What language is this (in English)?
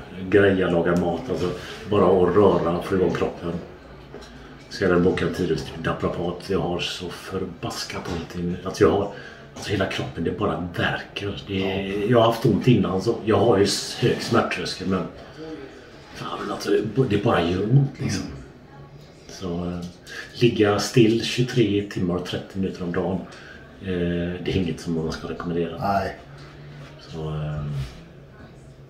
Swedish